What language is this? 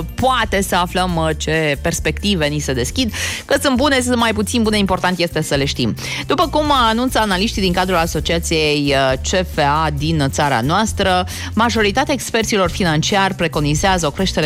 Romanian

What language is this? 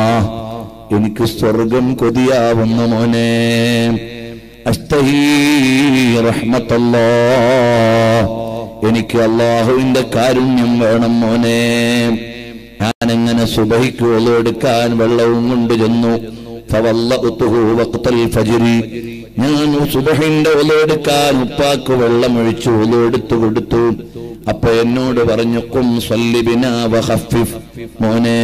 Malayalam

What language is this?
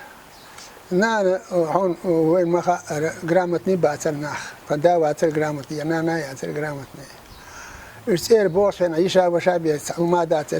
Chechen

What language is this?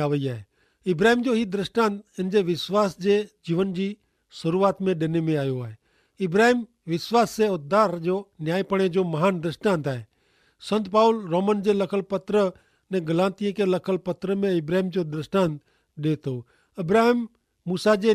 Kachhi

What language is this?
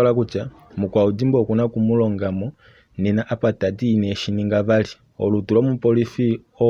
Kuanyama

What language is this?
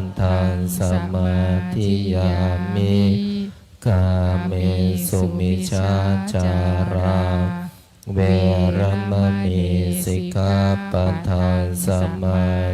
Pali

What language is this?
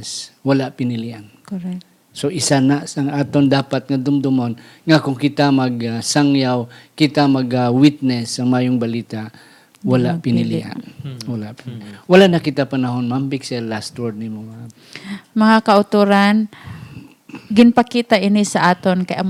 Hiligaynon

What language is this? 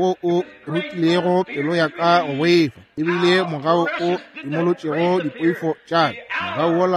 Northern Sotho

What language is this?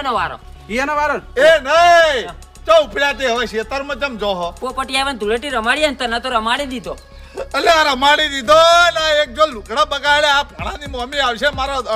Gujarati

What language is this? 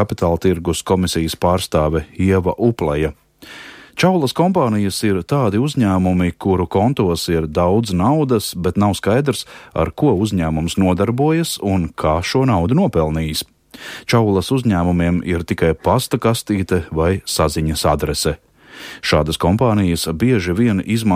Latvian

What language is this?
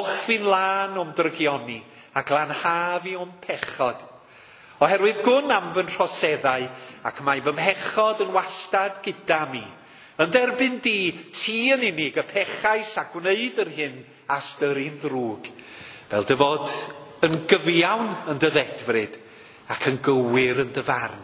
Welsh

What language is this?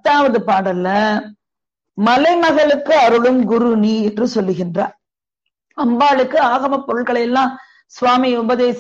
Tamil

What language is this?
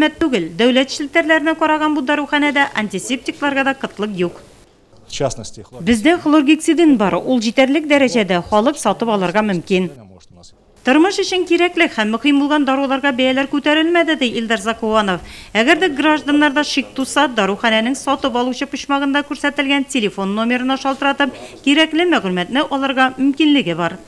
Tatar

